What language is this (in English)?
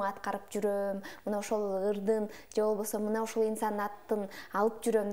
Kyrgyz